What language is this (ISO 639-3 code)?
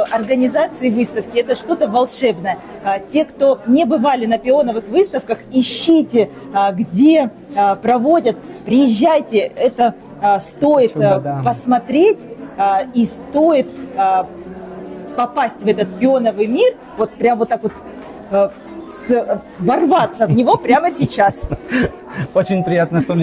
rus